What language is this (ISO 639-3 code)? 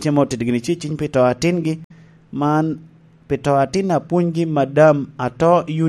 laj